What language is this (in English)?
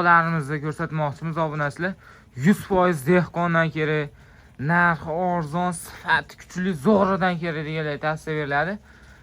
Uzbek